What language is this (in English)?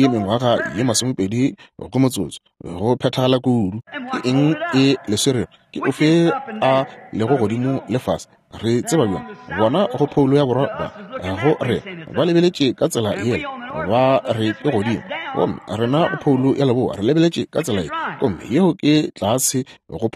Northern Sotho